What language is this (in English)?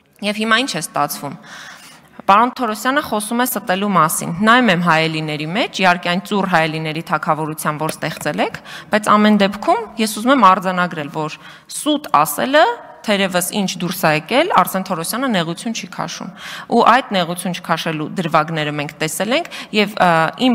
Armenian